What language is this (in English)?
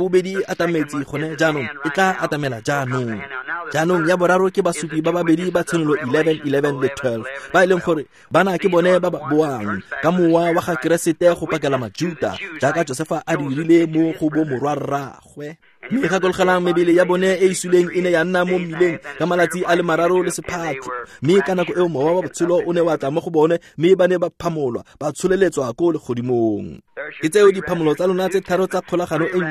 Tswana